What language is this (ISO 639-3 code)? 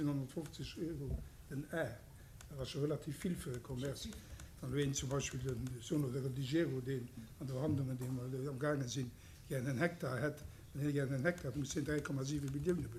ltz